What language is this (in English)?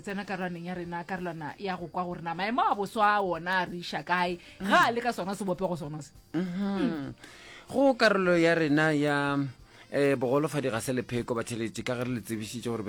Northern Sotho